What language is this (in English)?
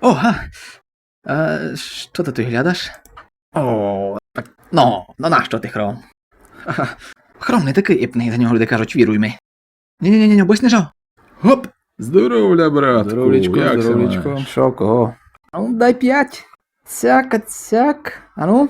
Rusyn